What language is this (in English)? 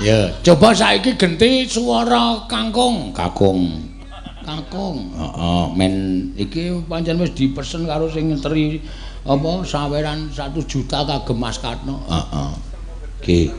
Javanese